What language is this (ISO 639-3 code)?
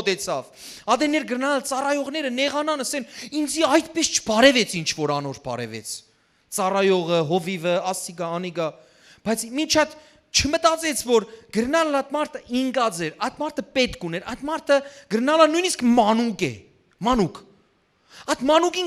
hyw